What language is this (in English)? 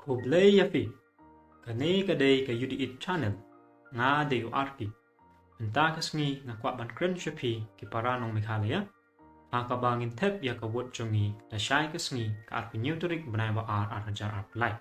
Khasi